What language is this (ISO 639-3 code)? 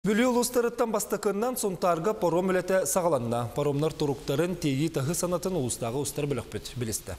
sah